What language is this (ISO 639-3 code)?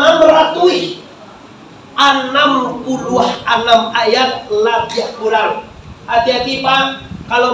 min